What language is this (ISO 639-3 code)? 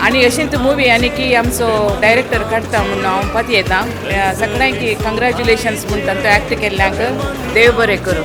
kok